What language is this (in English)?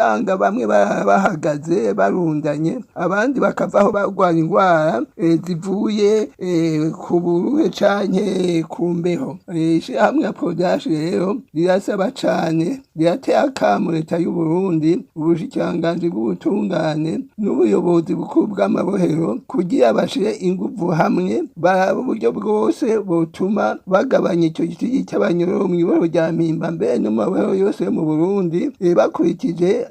Rundi